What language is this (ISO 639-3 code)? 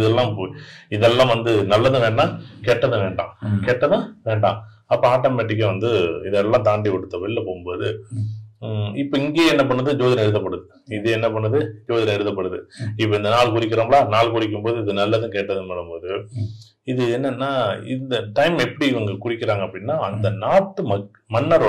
tam